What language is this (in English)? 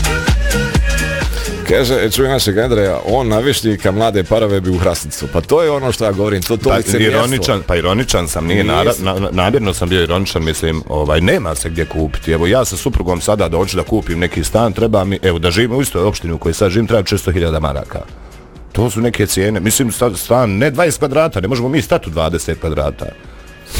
Bosnian